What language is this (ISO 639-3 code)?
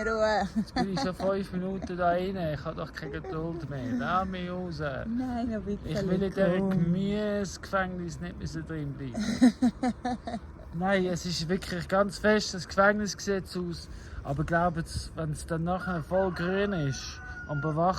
gsw